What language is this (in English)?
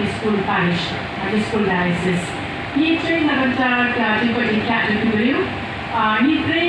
Khasi